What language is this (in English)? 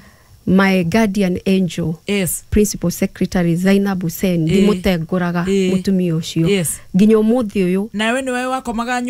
Kikuyu